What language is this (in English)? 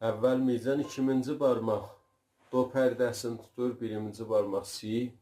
South Azerbaijani